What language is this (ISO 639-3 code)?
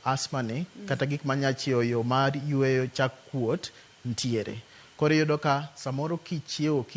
luo